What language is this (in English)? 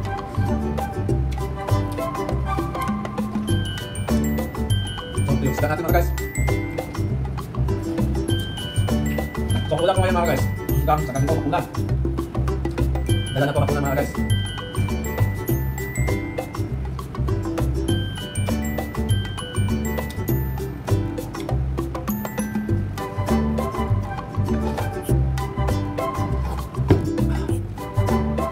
Filipino